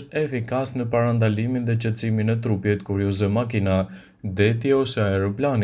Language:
Albanian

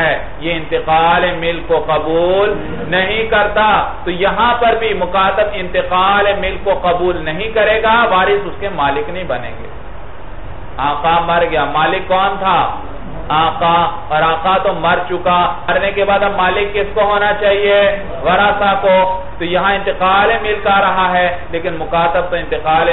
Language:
Urdu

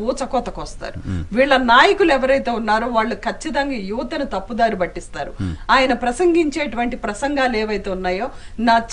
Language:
Telugu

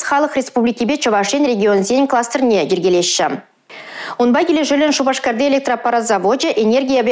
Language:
Chuvash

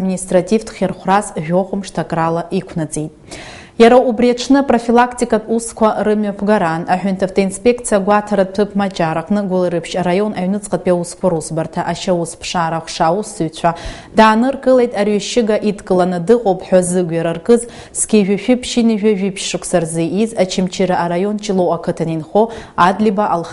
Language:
Abkhazian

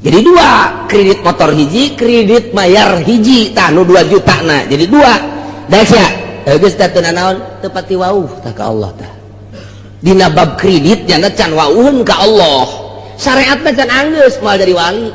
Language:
Sundanese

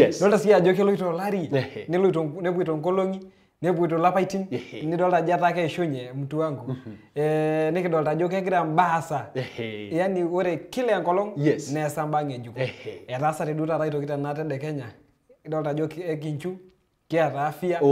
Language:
Masai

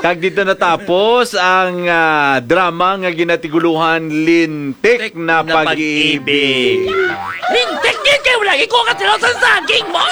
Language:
Hiligaynon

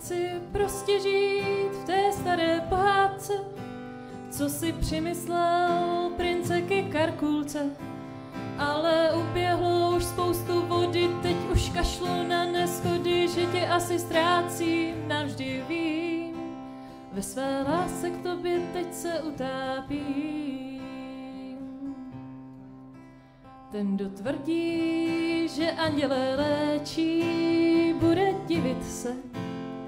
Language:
Czech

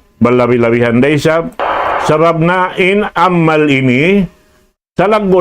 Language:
Tausug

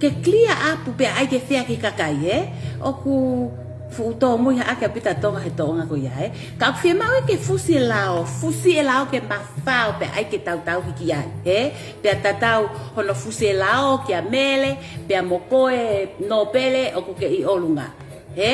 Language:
Tongan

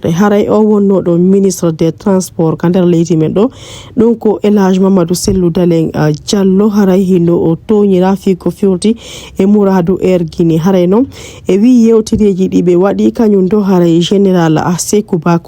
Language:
Fula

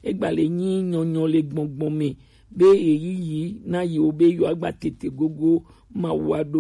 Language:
Gen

